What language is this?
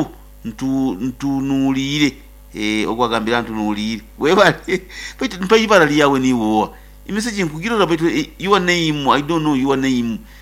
Nyoro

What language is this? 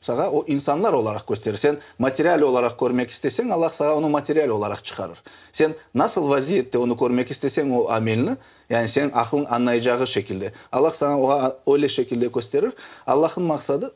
Crimean Tatar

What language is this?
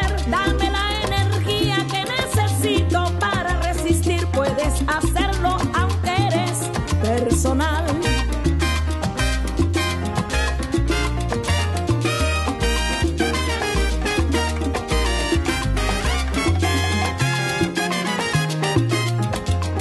Spanish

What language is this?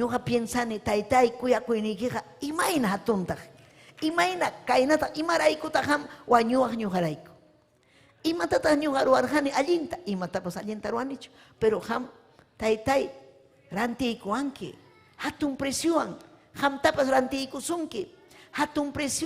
Ayacucho Quechua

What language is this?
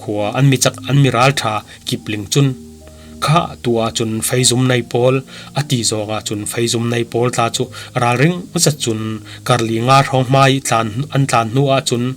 Falam Chin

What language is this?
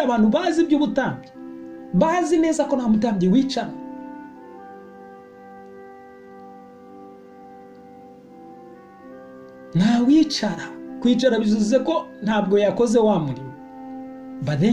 Kinyarwanda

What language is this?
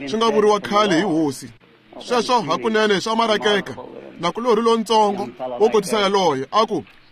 Tsonga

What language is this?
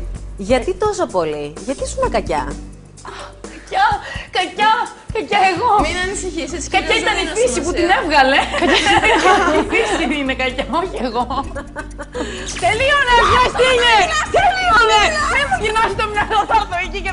Greek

